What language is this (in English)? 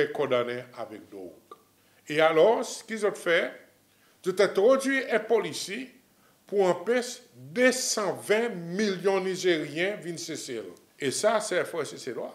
Seselwa Creole French